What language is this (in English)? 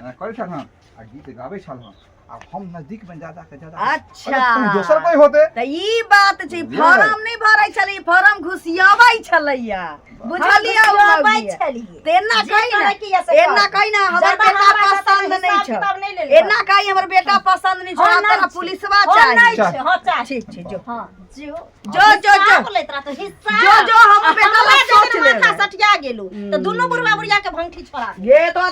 Maithili